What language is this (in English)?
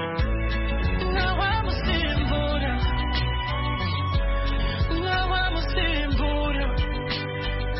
Kinyarwanda